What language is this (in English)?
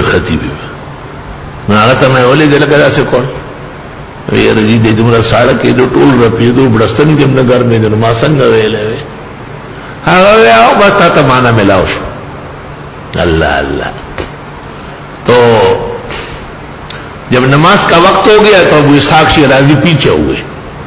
Urdu